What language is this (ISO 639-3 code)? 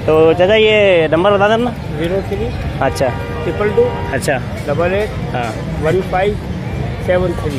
hin